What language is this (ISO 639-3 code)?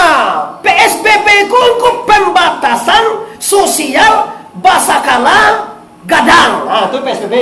min